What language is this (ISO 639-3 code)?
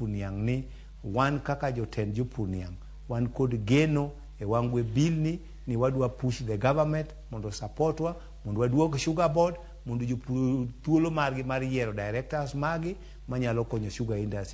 luo